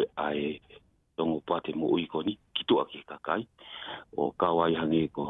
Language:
Tongan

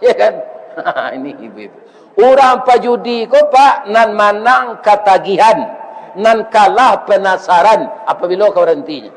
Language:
Minangkabau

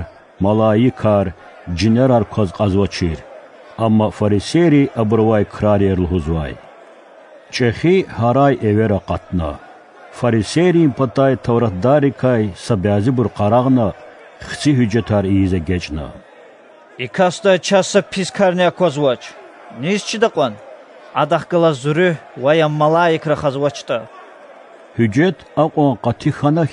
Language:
Lezghian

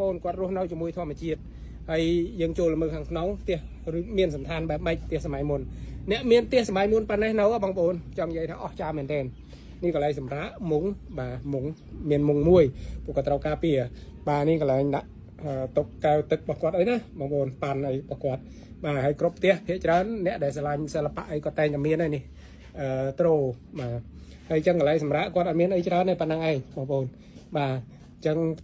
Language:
Khmer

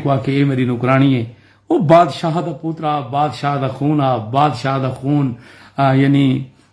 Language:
Saraiki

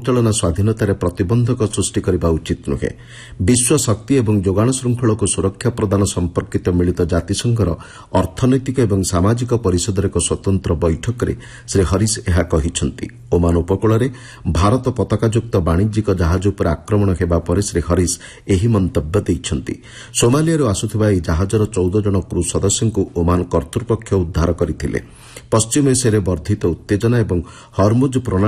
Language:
Odia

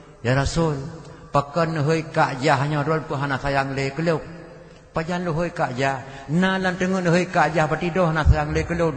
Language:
Achinese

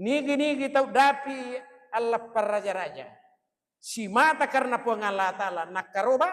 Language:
Buginese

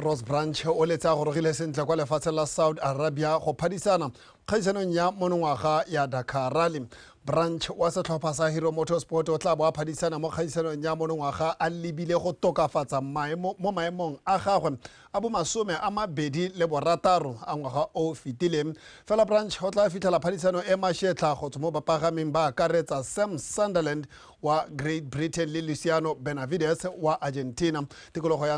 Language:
Tswana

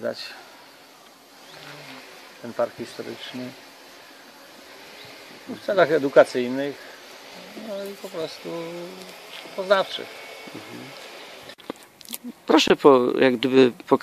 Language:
Polish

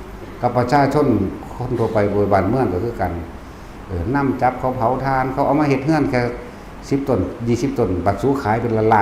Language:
Northeastern Thai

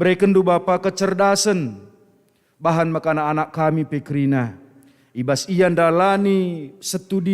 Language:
Batak Karo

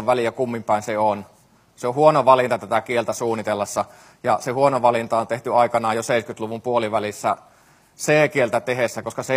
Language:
Finnish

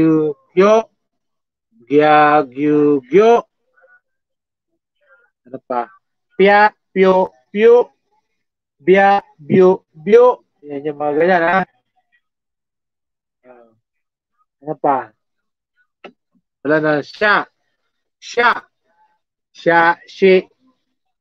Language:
Filipino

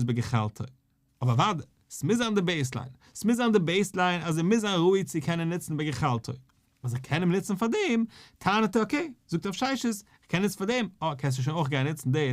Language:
Yiddish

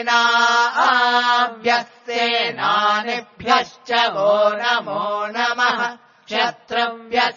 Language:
Sanskrit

